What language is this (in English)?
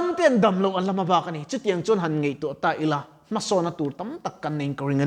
Mizo